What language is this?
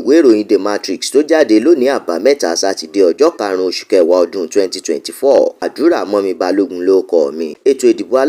Yoruba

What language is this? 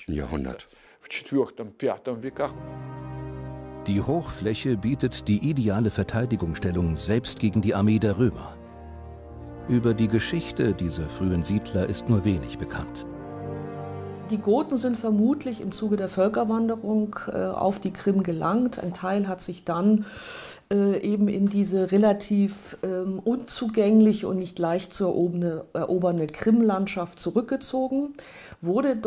German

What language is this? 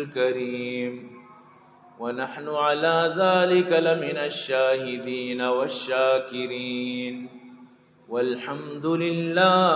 Eastern Balochi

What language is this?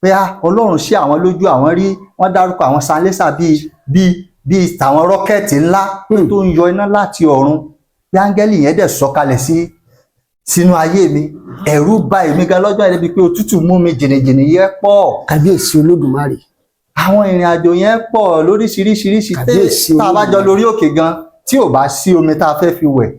Yoruba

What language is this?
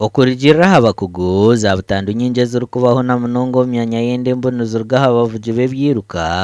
Nyankole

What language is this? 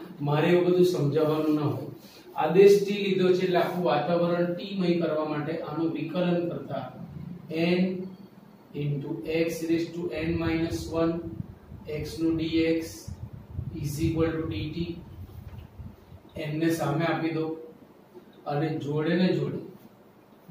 Gujarati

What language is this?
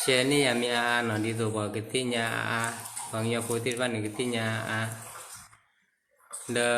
S'gaw Karen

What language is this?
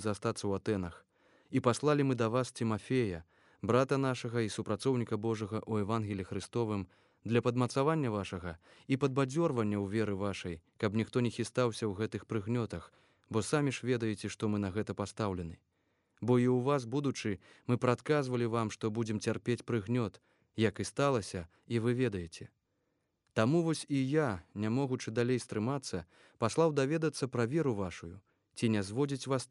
Belarusian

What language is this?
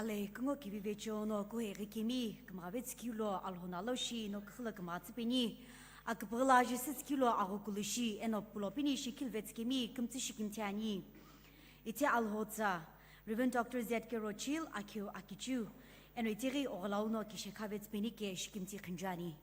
Sumi Naga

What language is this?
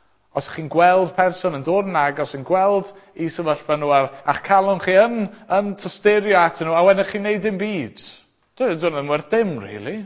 Welsh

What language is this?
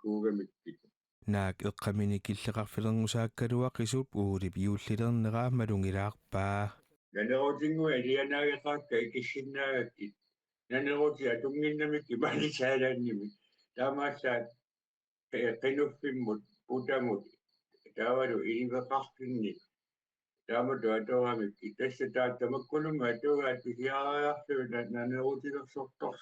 Kalaallisut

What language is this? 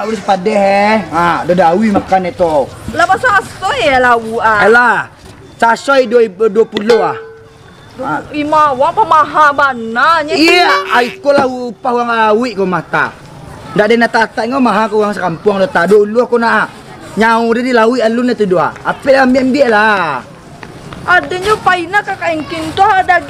Minangkabau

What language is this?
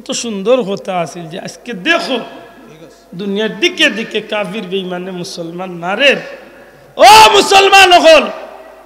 Sylheti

